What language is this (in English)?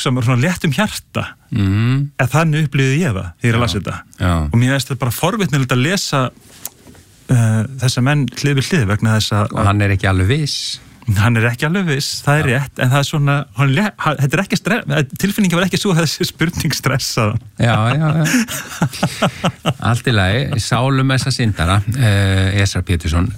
Icelandic